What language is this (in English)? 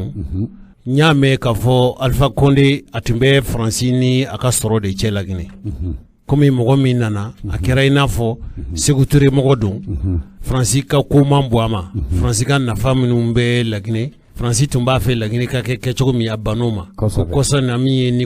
Bambara